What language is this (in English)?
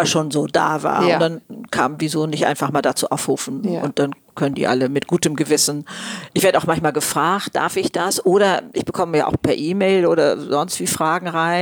German